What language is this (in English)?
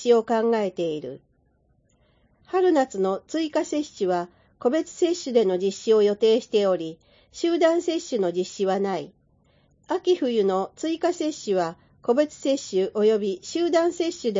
Japanese